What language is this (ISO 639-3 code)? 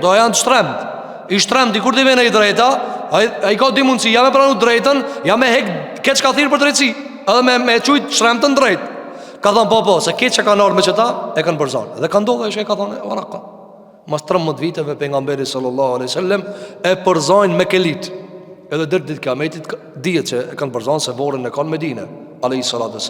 sqi